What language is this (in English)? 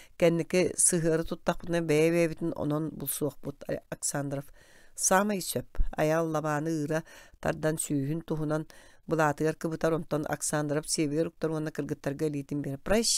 Yakut